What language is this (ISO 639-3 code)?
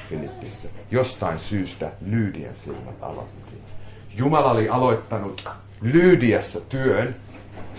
fin